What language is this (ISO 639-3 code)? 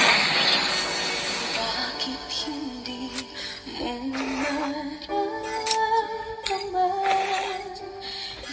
fil